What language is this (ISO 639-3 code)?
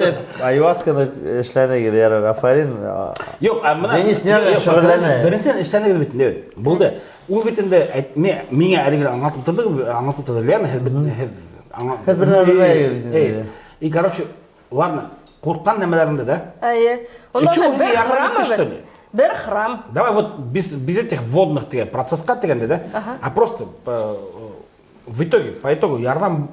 bak